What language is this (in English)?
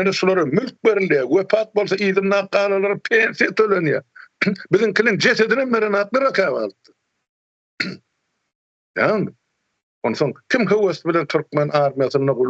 Turkmen